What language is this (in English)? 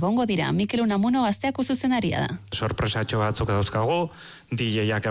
Basque